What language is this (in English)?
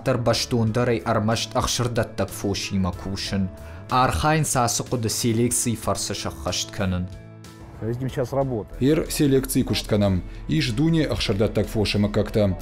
Ossetic